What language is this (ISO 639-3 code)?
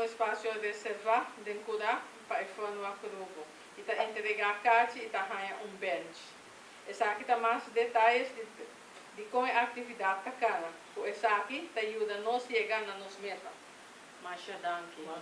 pap